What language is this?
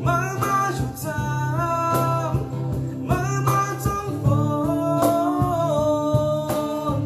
Shan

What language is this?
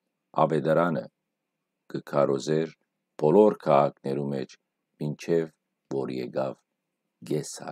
Western Armenian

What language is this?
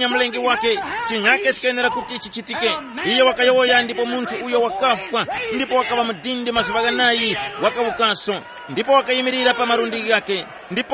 Tumbuka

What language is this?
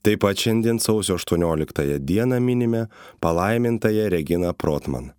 Lithuanian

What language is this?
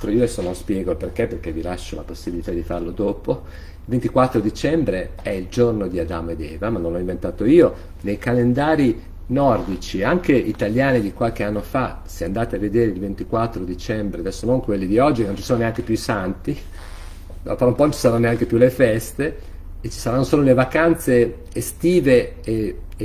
Italian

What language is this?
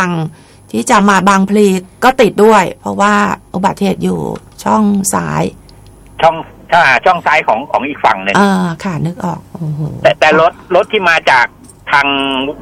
Thai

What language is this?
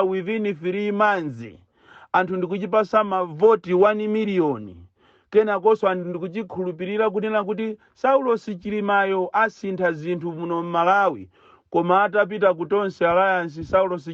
Nyanja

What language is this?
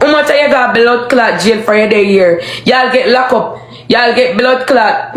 Jamaican Creole English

